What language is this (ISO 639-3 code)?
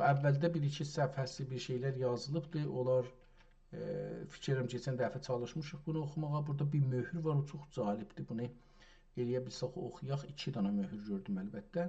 azb